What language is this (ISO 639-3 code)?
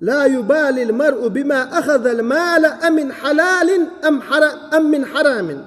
che